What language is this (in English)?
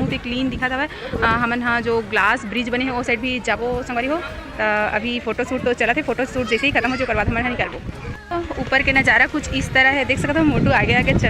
Chhattisgarhi